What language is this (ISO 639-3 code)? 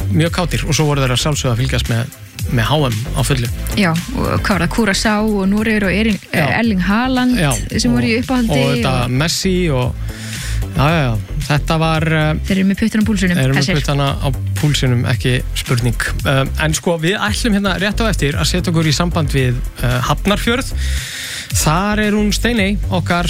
isl